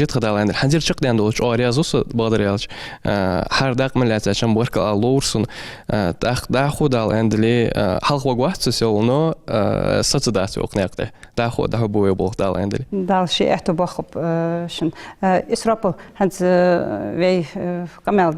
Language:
Ingush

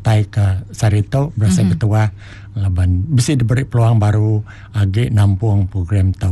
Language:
Iban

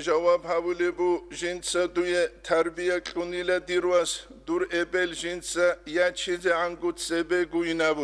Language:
Avaric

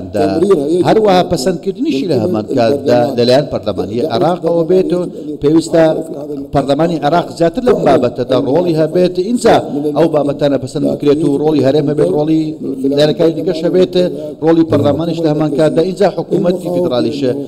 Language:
Central Kurdish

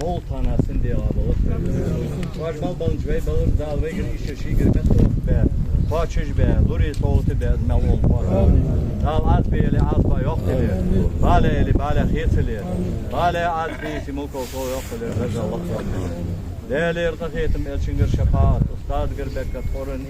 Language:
Ingush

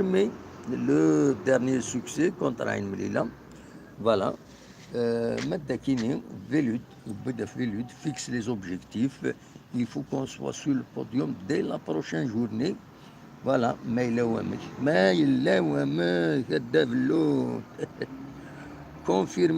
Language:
Kabyle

